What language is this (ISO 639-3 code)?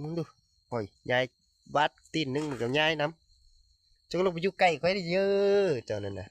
tts